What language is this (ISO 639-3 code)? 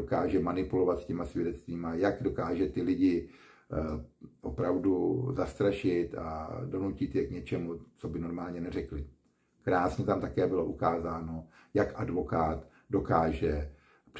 ces